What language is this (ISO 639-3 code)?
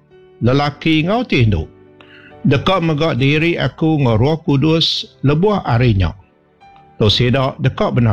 iba